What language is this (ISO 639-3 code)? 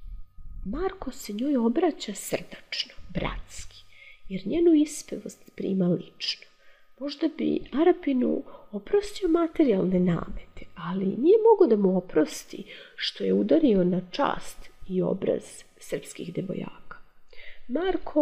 srp